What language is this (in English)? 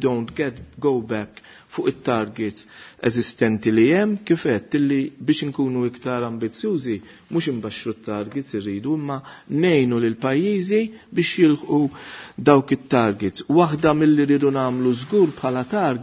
Maltese